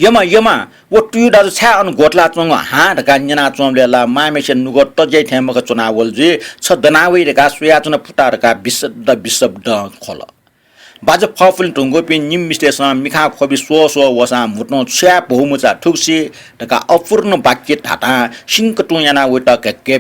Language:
Newari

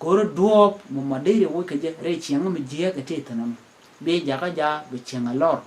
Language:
Nuer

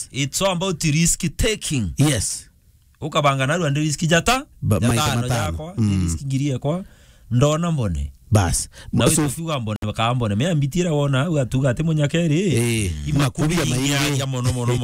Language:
Meru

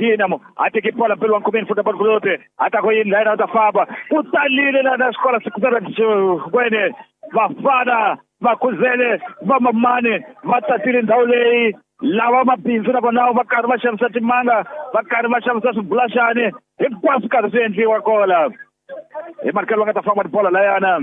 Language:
Tsonga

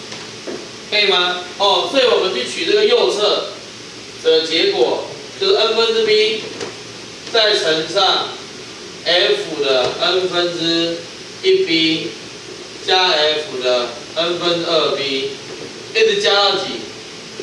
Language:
Chinese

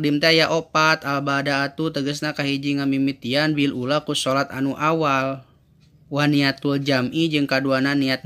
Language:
Sundanese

